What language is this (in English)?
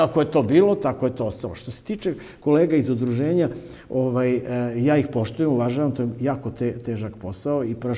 Serbian